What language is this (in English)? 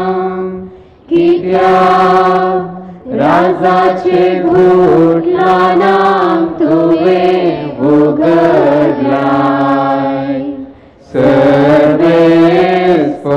Konkani